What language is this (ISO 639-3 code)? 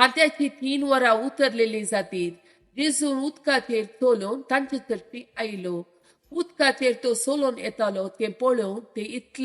kok